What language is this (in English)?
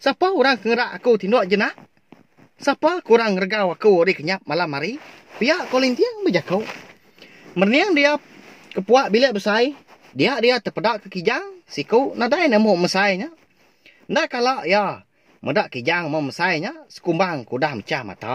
Iban